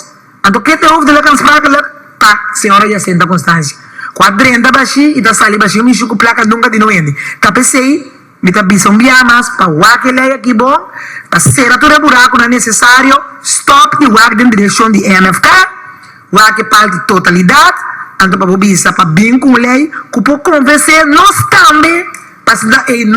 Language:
Papiamento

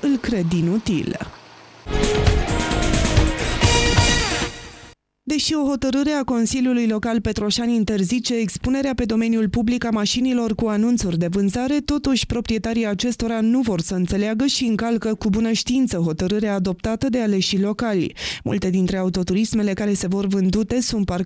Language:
Romanian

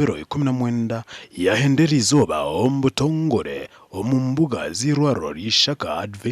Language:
Nyankole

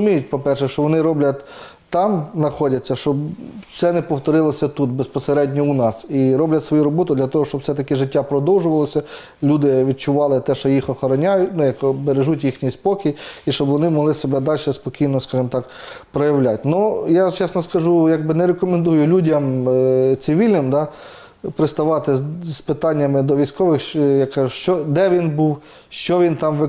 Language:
Ukrainian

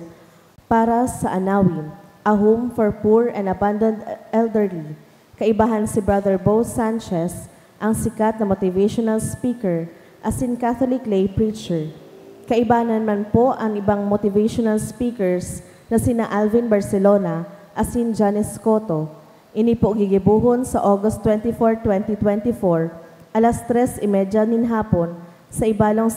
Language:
Bikol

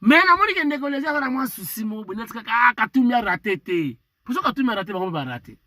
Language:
Lingala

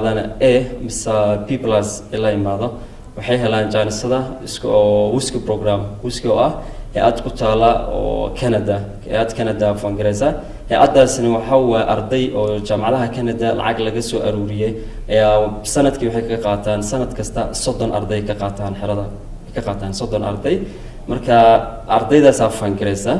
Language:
Somali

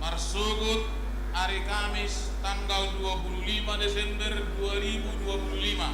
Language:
Batak Toba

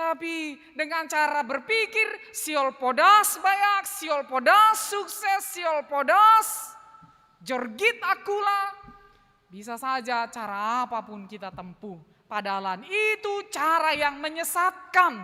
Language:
Batak Simalungun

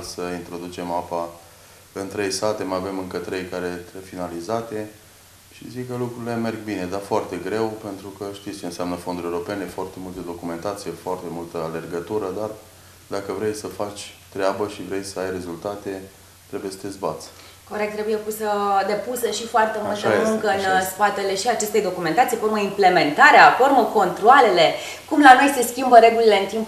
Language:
Romanian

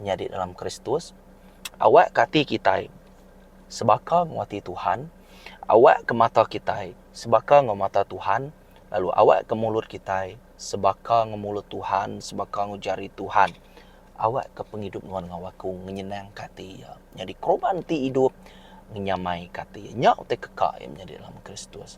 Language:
Iban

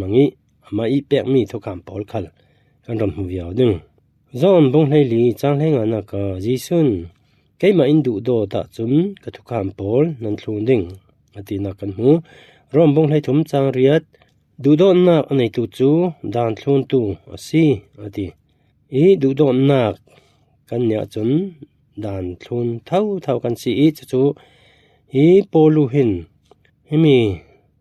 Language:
Falam Chin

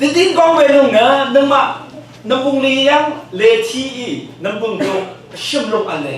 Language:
Rawang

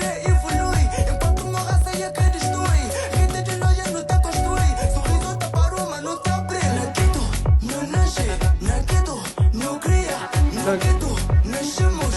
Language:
Kabuverdianu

